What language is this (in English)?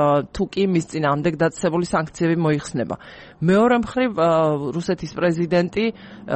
Georgian